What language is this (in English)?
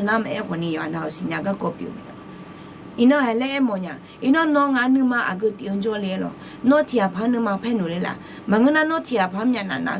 Akha